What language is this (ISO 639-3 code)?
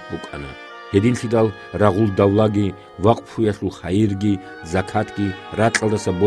ava